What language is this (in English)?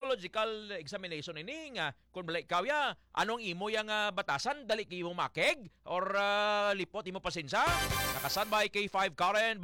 Hiligaynon